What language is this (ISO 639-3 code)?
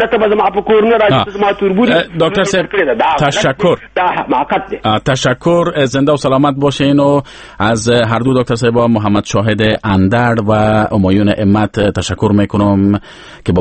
fas